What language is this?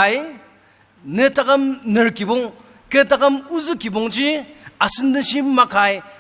Ao Naga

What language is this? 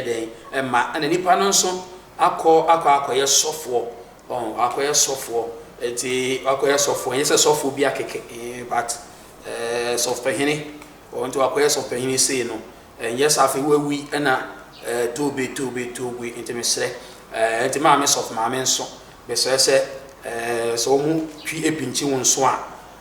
Akan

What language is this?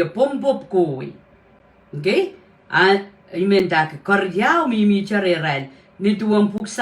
Pohnpeian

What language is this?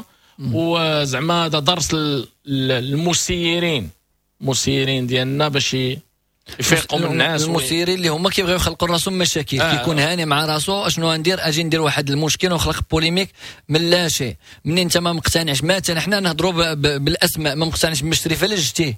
Moroccan Arabic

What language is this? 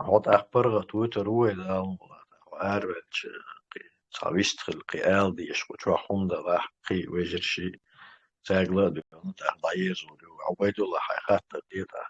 Chechen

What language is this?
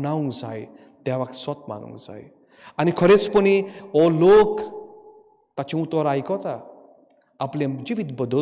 Konkani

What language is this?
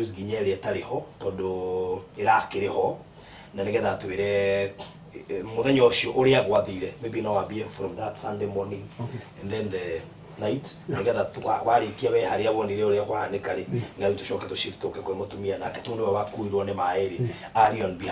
Kikuyu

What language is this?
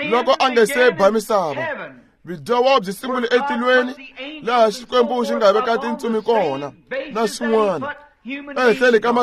Tsonga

